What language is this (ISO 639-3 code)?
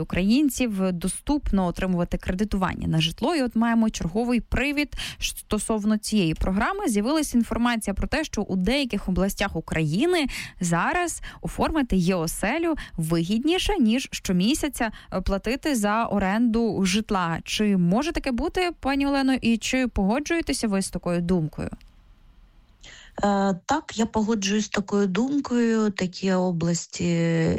ukr